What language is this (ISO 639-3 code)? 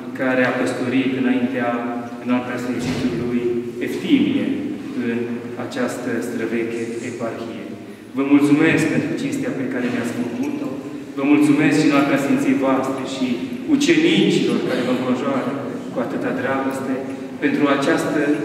ron